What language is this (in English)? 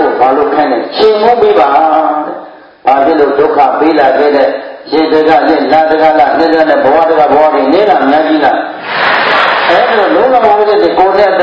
Burmese